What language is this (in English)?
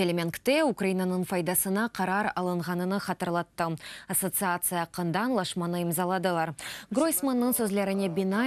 Crimean Tatar